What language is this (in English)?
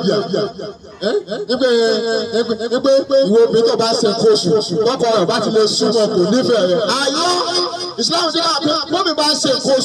Yoruba